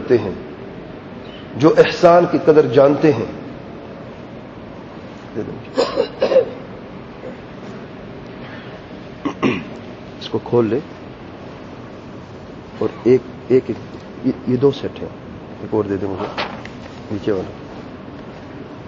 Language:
Urdu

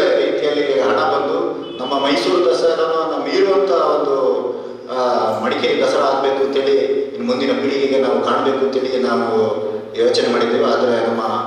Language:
Kannada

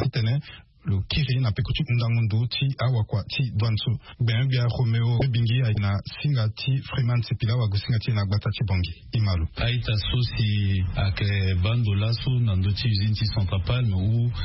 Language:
Sango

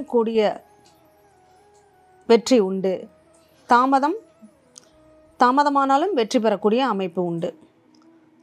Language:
Tamil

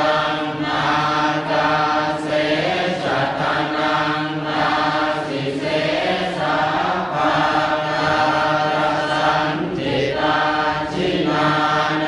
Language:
Pali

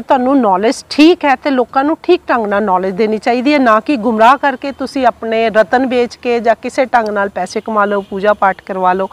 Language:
Punjabi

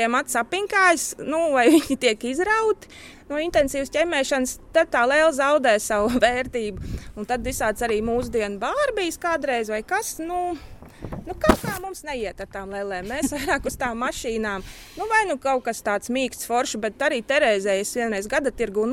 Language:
Latvian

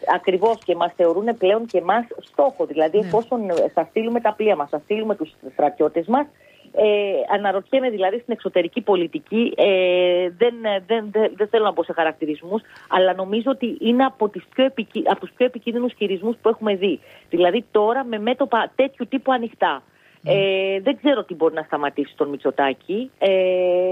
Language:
Greek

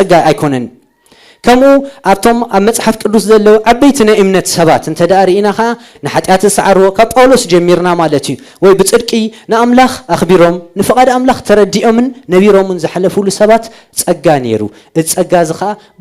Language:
Tigrinya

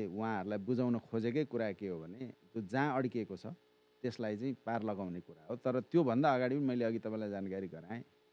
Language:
Nepali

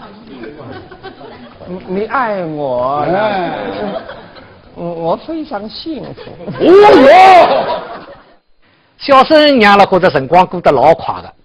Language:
Wu Chinese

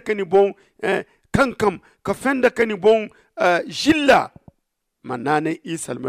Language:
Zarma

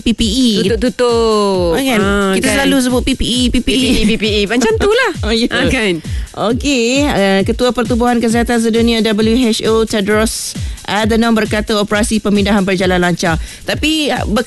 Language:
Malay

